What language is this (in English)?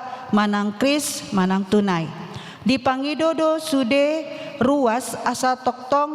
Batak Toba